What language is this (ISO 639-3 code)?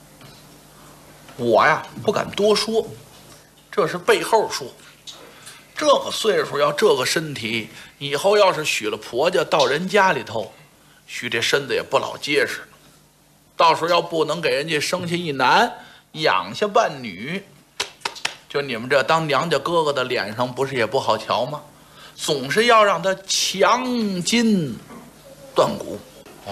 zho